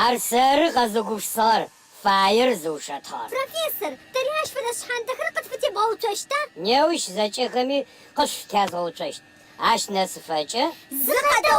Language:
Adyghe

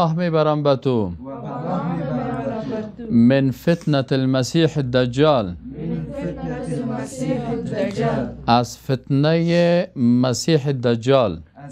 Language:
Persian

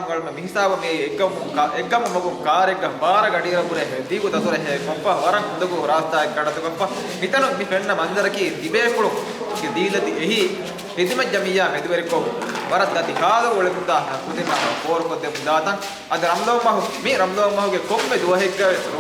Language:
Divehi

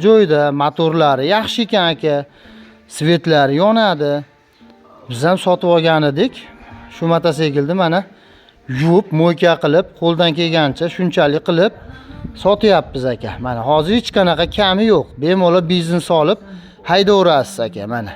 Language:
Uzbek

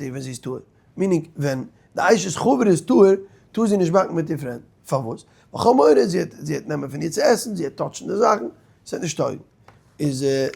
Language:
Yiddish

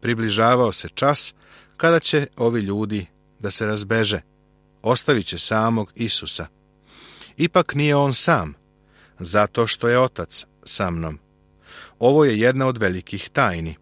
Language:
Serbian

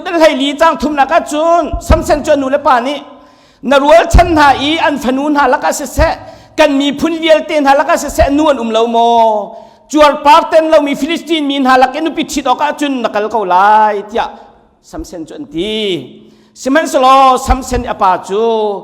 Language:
Hakha Chin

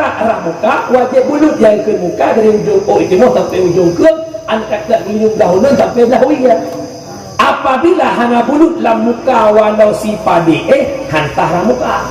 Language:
Achinese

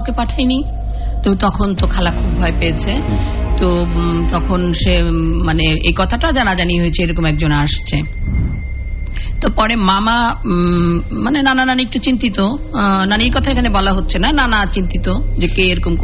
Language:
Bangla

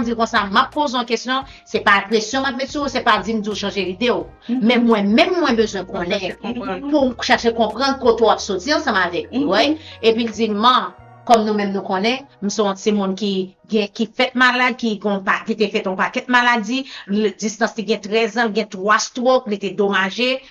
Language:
Haitian Creole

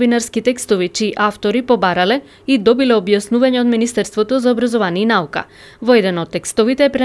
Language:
Macedonian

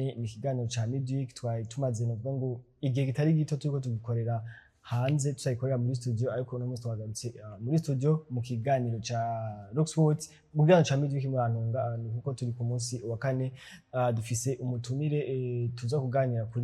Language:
Rundi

